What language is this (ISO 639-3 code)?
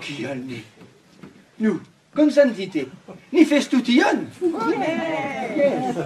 epo